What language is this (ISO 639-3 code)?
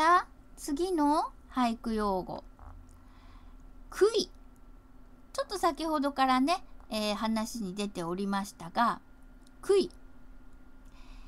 jpn